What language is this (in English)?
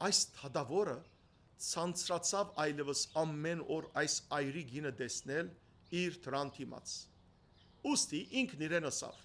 Western Armenian